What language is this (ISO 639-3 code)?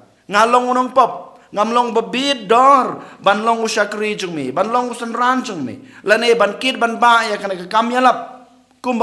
kha